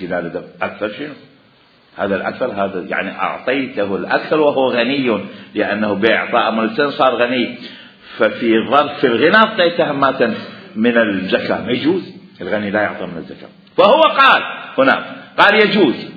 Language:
Mesopotamian Arabic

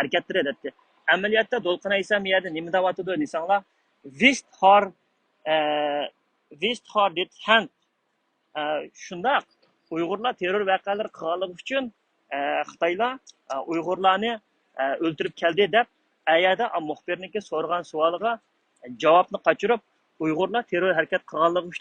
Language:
Uyghur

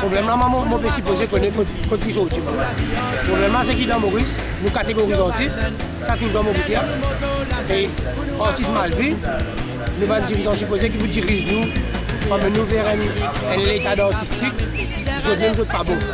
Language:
Morisyen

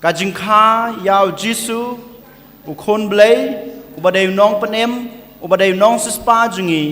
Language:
Khasi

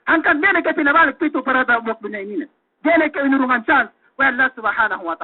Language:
Yakan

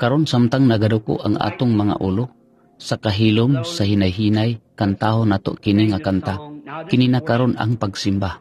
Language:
Cebuano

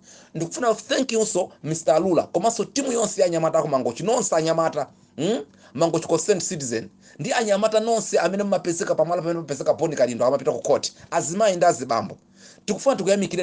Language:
Nyanja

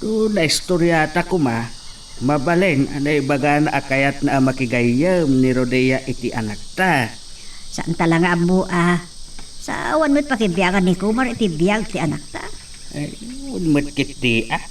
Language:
Iloko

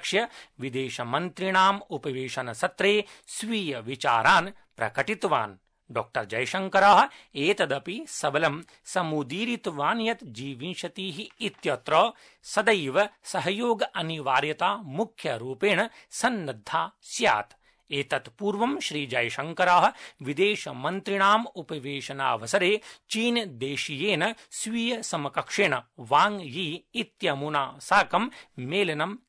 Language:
Sanskrit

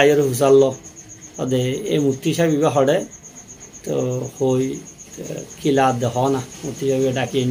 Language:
Rohingya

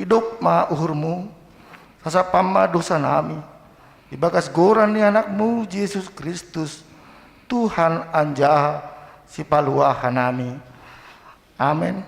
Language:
Batak Simalungun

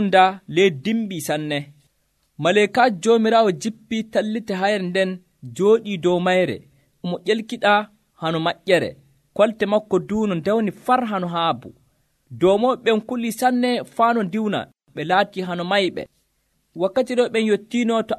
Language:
Nigerian Fulfulde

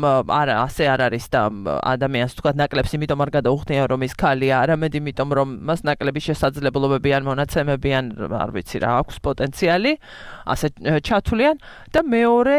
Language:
Georgian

